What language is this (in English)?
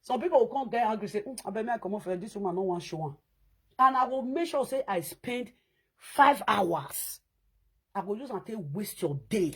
Nigerian Pidgin